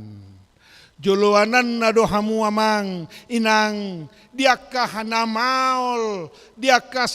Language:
Batak Toba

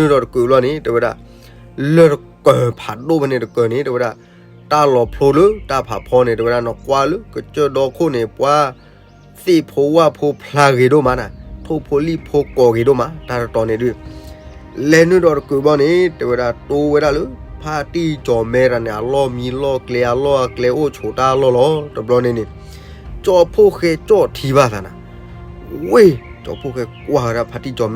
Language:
S'gaw Karen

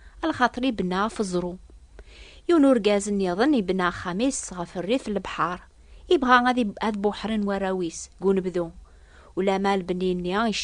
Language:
Kabyle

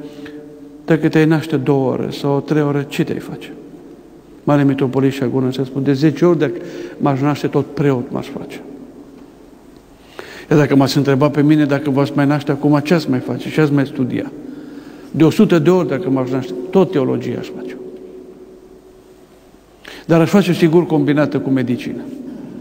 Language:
Romanian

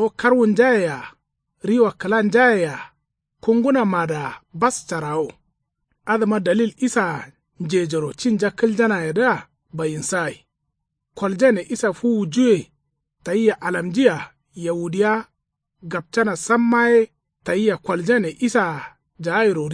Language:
Kanuri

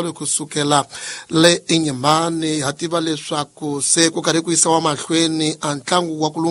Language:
Tsonga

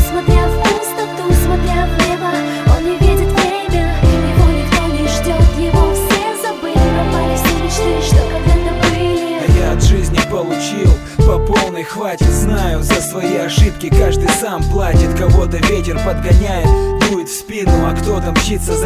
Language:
Russian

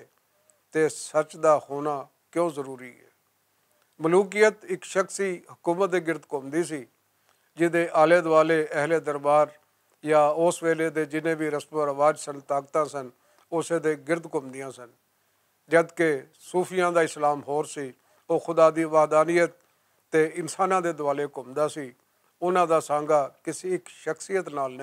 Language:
Western Panjabi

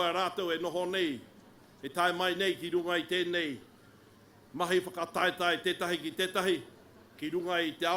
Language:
Māori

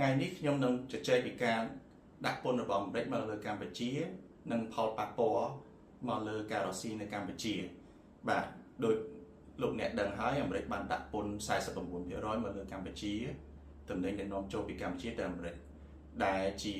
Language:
Khmer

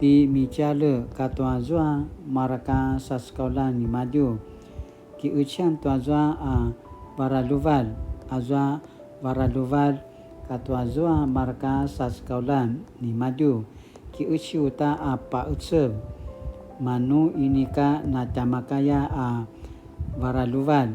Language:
Paiwan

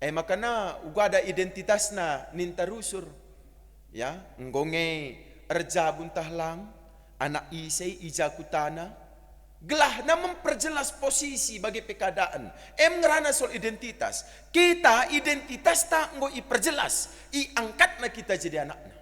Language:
Batak Karo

